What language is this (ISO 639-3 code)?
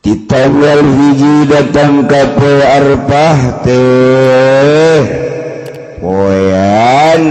sun